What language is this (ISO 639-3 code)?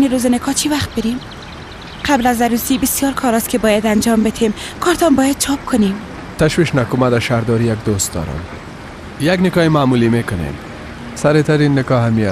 fas